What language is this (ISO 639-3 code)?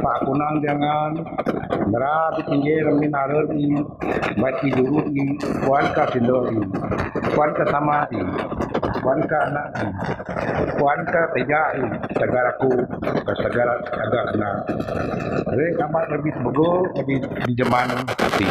bth